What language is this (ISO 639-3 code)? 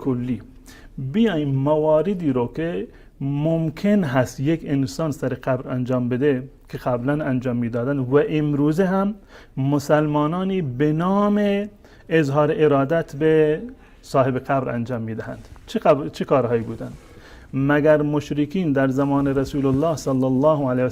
fas